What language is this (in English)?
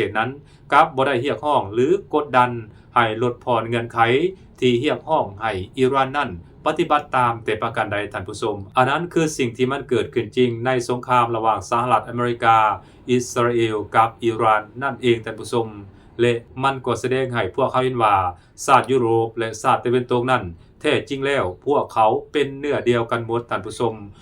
Lao